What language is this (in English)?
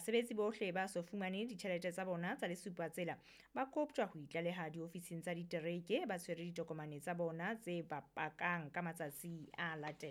Southern Sotho